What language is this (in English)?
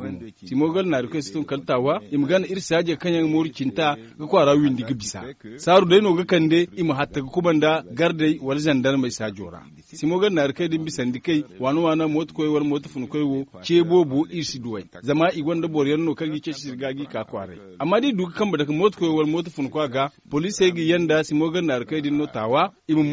Zarma